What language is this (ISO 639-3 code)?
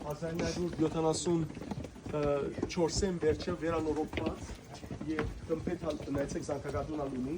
hyw